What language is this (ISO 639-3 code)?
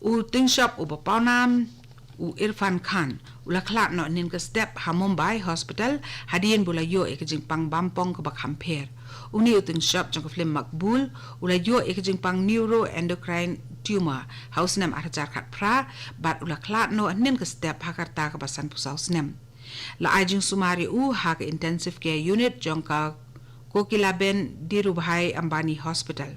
kha